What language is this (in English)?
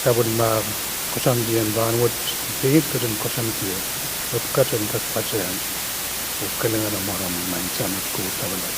Pohnpeian